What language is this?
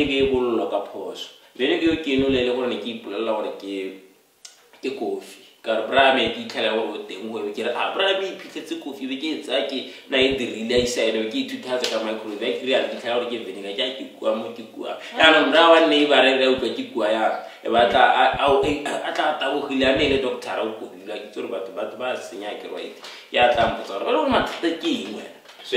Tswana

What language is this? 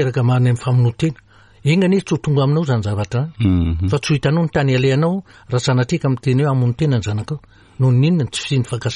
Malagasy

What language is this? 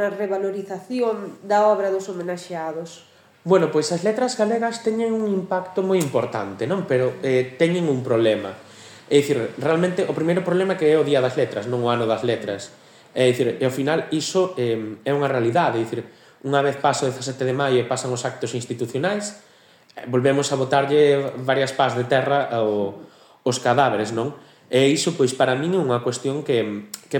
Galician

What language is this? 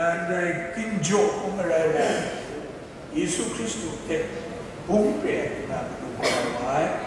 Kachin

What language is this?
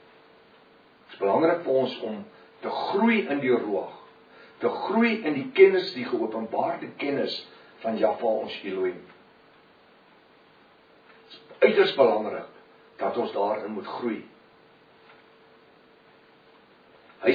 Afrikaans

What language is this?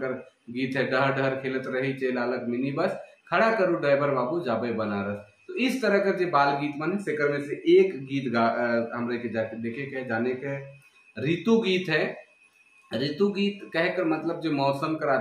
Sadri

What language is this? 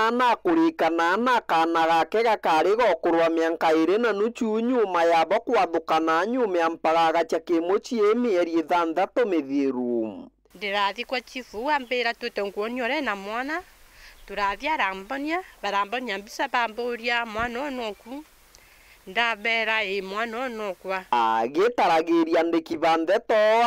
Meru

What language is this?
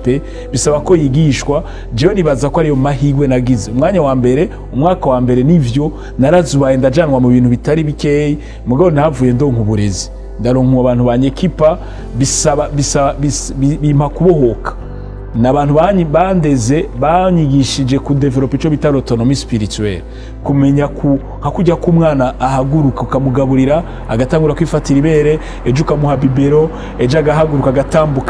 Rundi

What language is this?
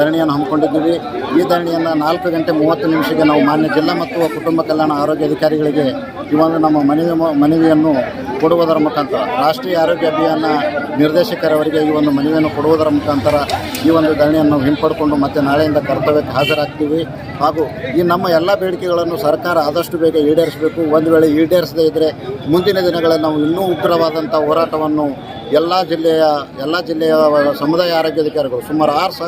Kannada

